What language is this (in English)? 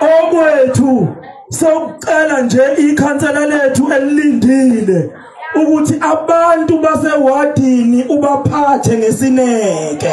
Zulu